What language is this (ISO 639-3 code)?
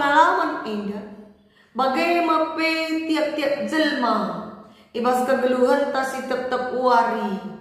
btx